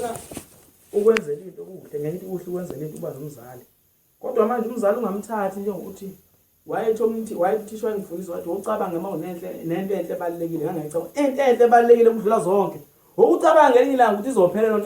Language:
Zulu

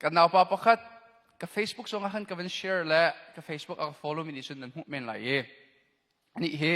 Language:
Hakha Chin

